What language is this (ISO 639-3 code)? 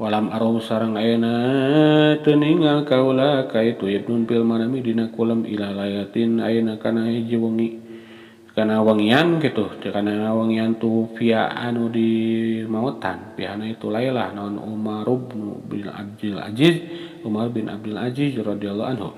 sun